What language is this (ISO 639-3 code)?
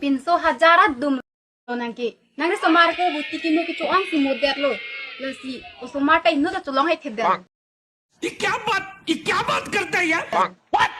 mjw